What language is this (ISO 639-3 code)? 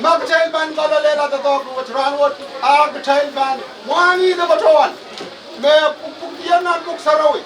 pon